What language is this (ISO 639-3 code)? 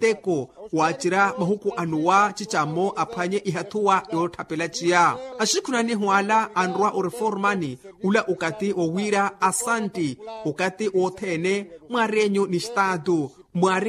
vmw